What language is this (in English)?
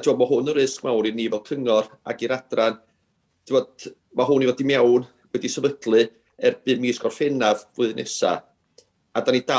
Welsh